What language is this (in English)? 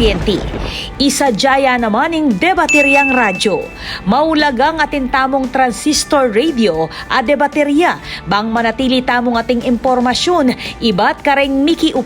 Pampanga